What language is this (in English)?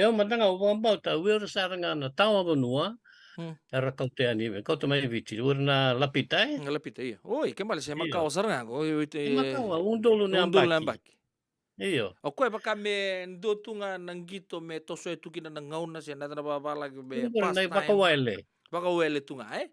Fijian